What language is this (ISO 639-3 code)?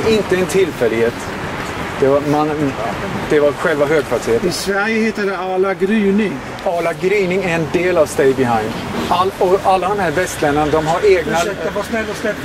swe